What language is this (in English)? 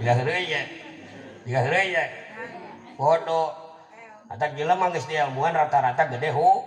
Sundanese